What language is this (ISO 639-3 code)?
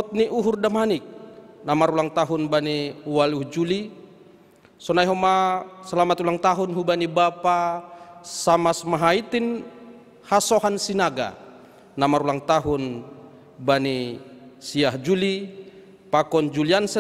bts